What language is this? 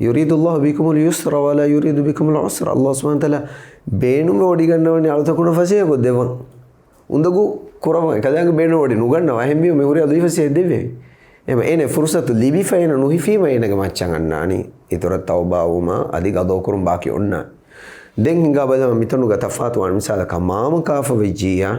Divehi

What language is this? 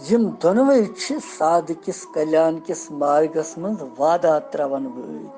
Kashmiri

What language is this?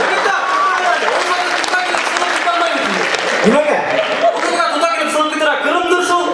Bashkir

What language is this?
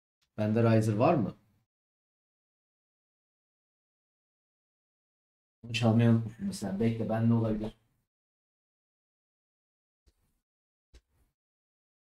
Turkish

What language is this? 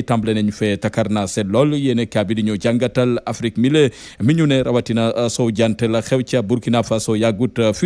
Wolof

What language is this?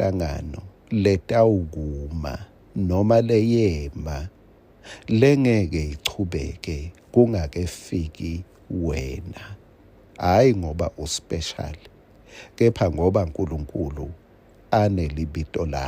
Swati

